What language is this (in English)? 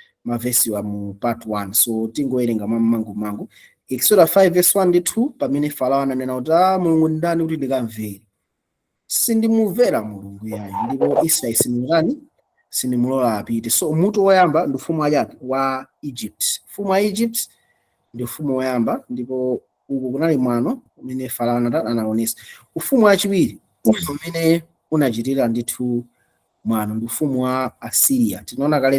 Nyanja